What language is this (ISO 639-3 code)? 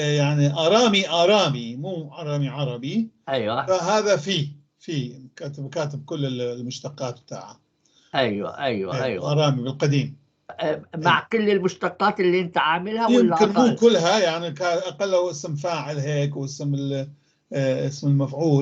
apc